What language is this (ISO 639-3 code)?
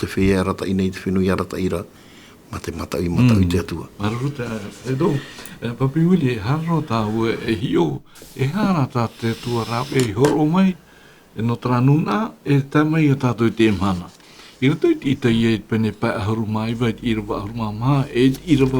tah